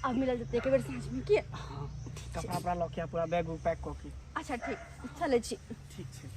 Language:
Maithili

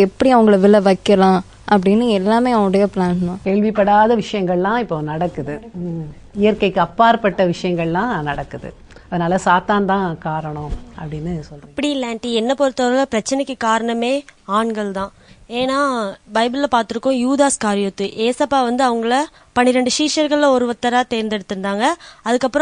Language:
Tamil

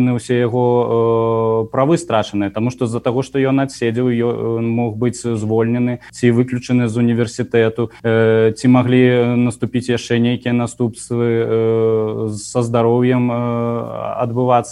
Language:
Belarusian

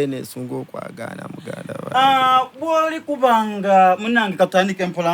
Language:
Soga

